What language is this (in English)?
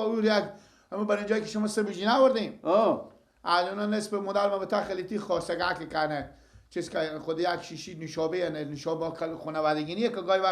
Persian